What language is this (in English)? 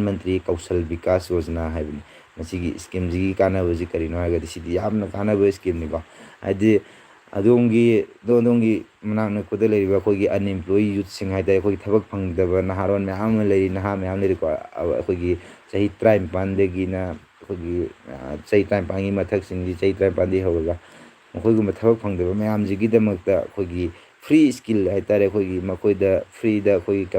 Manipuri